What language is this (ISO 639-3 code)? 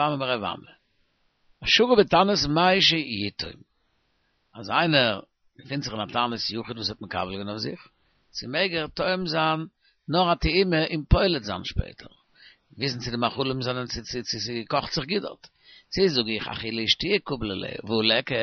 yid